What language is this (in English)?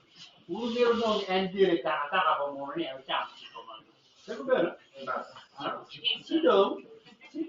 Acoli